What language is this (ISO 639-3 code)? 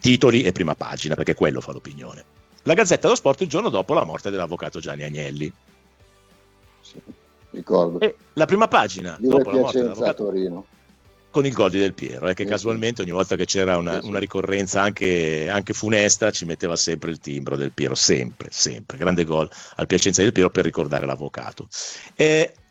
ita